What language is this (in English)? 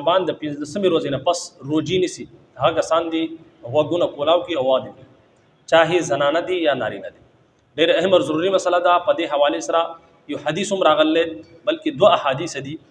Pashto